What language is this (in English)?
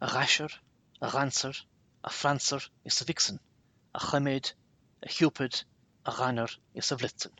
Irish